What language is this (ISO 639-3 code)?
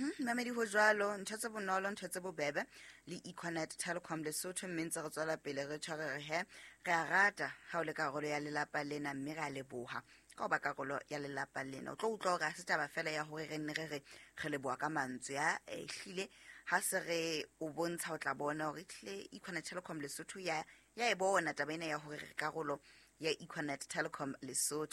sot